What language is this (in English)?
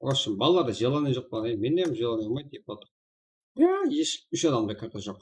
Kara-Kalpak